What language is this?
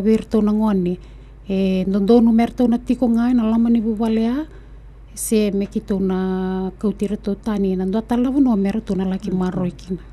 Fijian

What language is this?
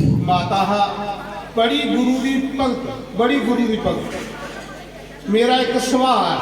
Dogri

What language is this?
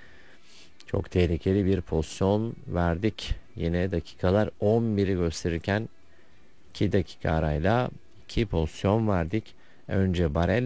Turkish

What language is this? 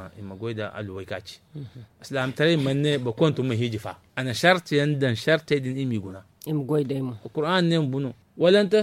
Zarma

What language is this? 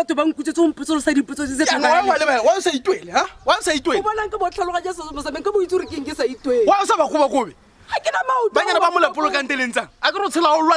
Tswana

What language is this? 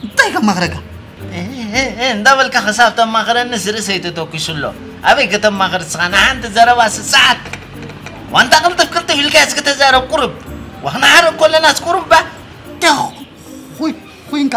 Tigrinya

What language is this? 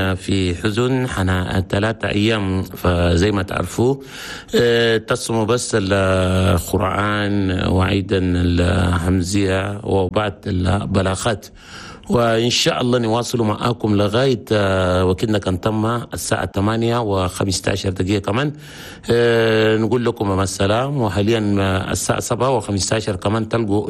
Chadian Arabic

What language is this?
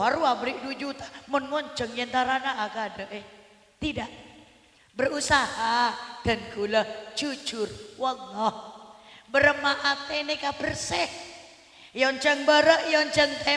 Madurese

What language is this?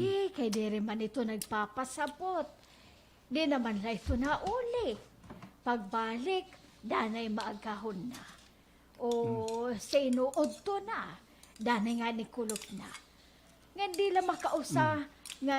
Waray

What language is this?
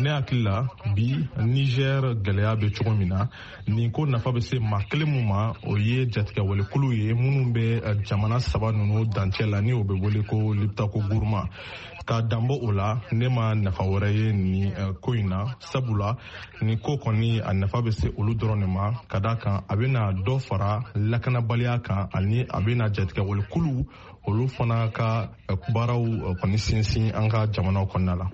Bambara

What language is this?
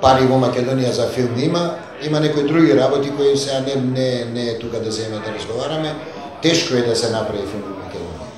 Macedonian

